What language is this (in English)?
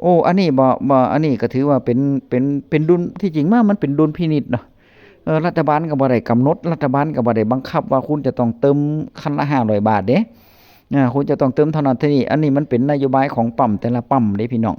Northeastern Thai